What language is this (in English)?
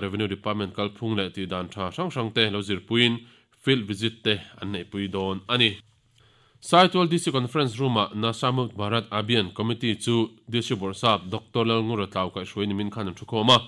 Mizo